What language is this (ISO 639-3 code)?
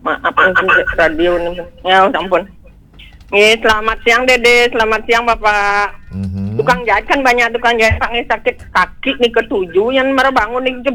ban